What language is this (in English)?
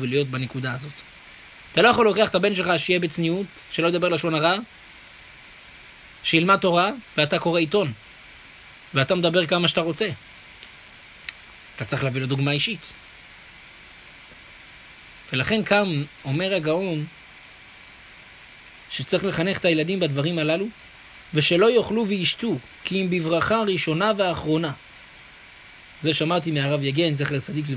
Hebrew